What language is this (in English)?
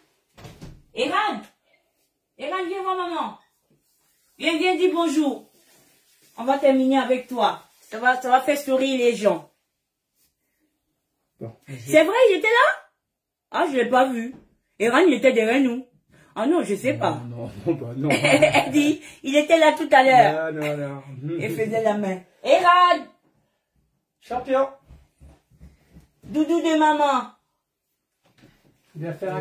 French